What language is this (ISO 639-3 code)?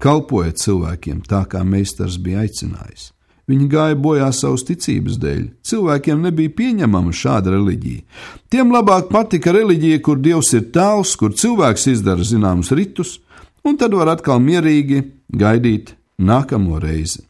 lav